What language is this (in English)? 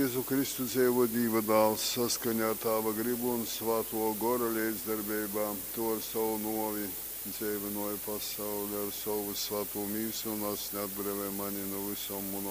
Latgalian